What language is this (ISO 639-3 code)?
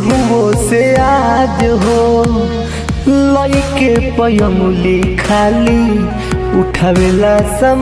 bho